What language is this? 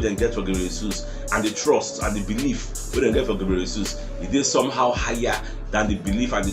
Nigerian Pidgin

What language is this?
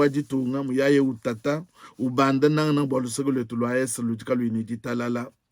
Luba-Lulua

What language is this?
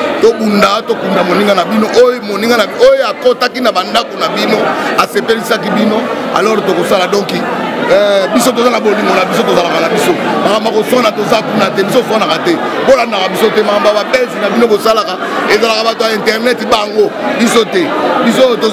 Lingala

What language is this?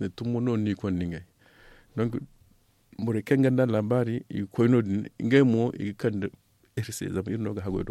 Zarma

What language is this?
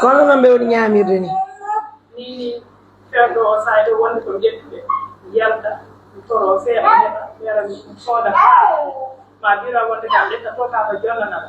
Pular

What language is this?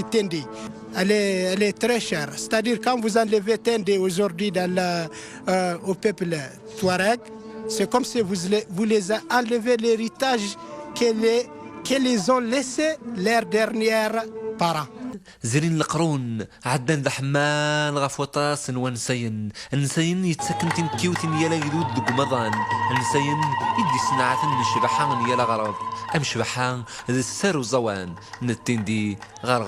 Kabyle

